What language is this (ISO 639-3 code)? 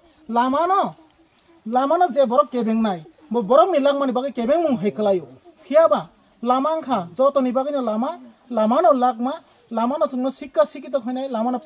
trp